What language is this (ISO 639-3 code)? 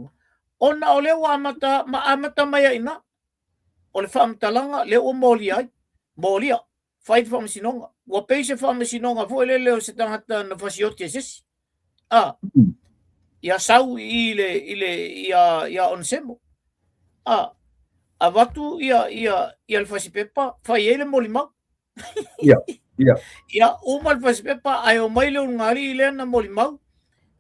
smo